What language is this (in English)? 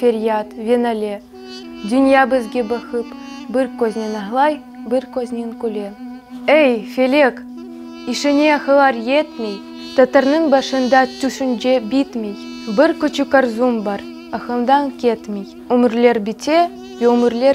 Crimean Tatar